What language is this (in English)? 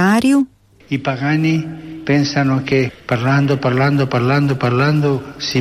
Slovenian